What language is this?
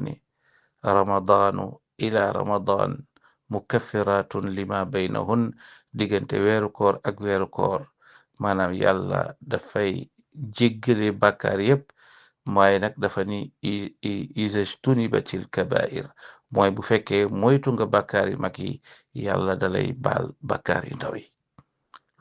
Wolof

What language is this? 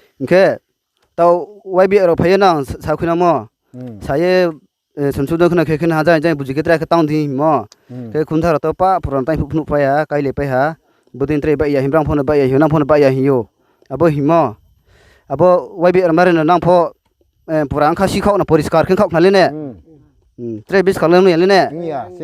Riang (India)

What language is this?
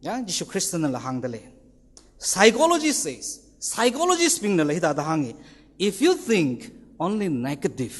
Tangkhul Naga (India)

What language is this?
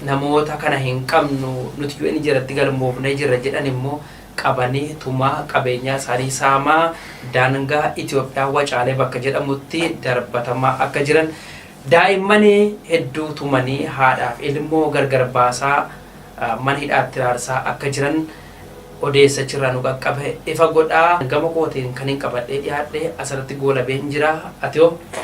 Oromo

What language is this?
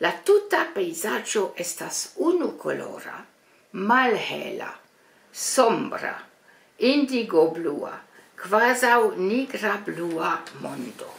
Esperanto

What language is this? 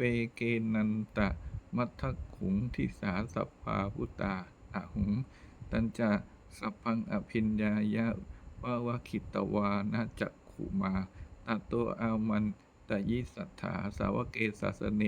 Pali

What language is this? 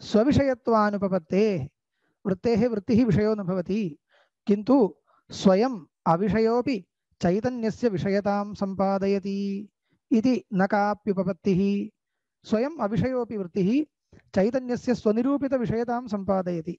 Sanskrit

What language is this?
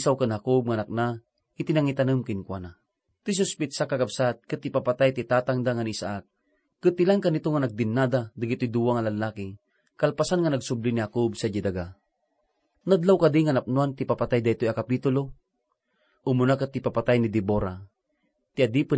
Iloko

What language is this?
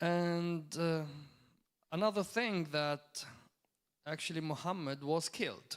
English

